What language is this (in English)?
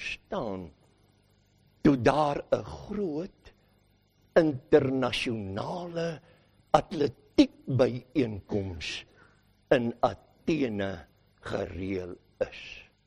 Afrikaans